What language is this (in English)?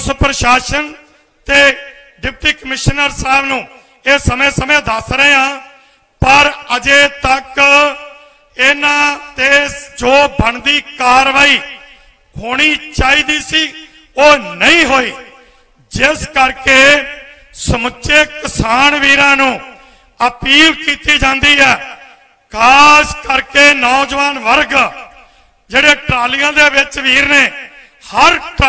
Punjabi